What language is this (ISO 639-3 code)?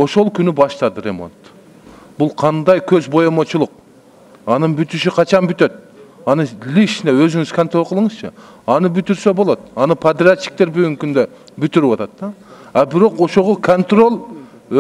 kir